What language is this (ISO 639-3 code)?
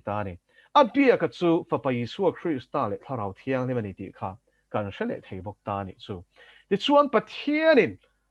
lus